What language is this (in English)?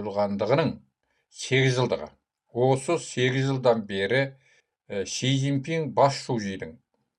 Kazakh